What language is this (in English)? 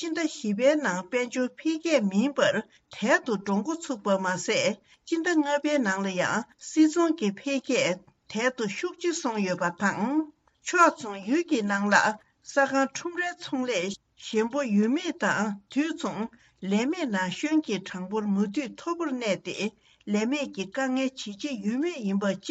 Tibetan